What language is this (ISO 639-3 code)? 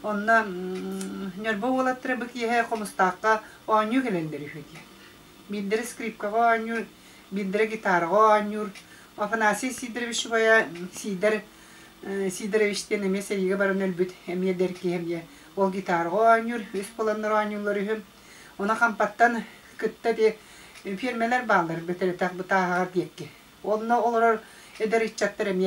sah